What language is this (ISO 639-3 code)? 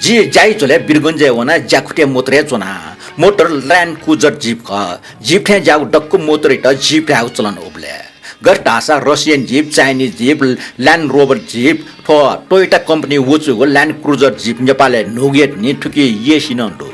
new